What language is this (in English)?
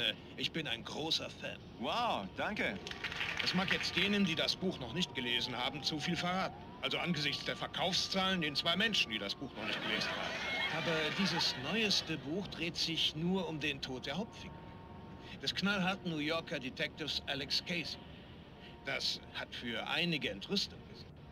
Bavarian